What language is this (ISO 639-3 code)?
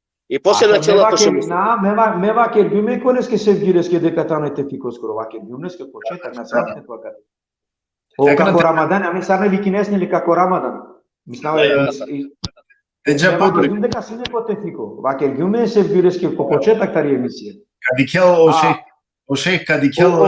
rmn